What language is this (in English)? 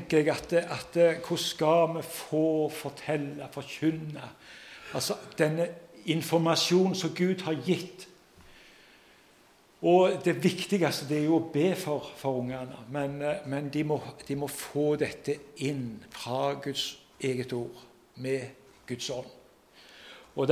Norwegian